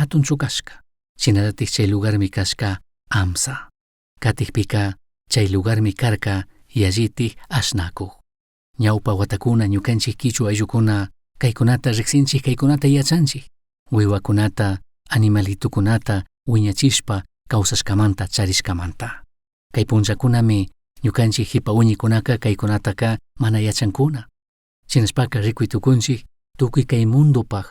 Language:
Chimborazo Highland Quichua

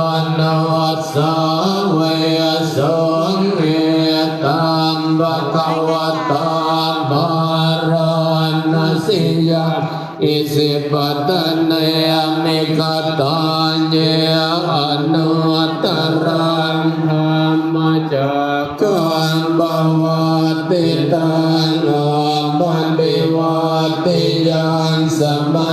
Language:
Pali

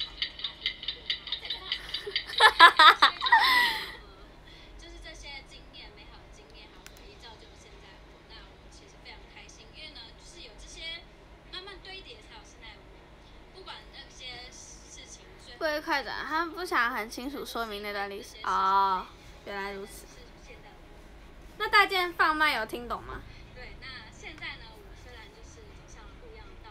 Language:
Chinese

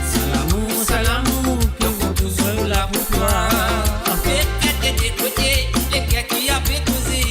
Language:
Morisyen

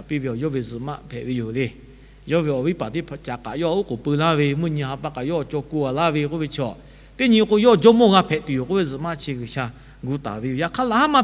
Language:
Lahu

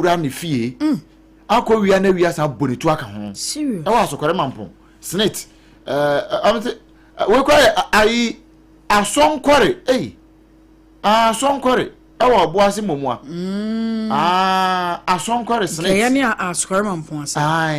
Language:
Akan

